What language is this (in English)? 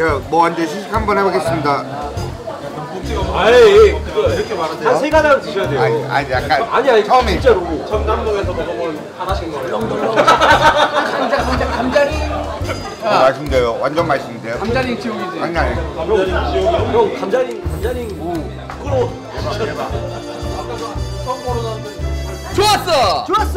Korean